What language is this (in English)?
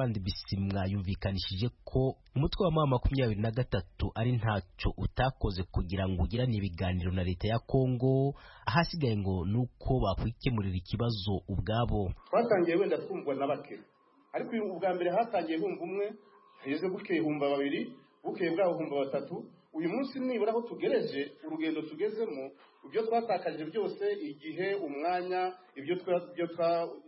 Kinyarwanda